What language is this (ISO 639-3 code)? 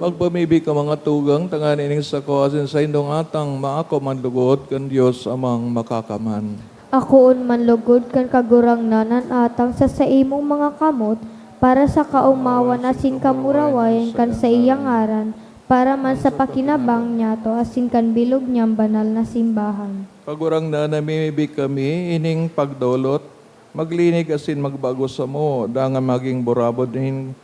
bik